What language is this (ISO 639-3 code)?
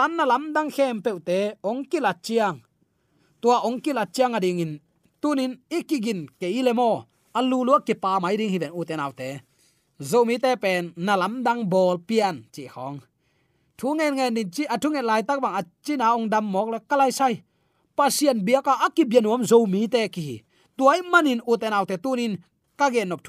ctd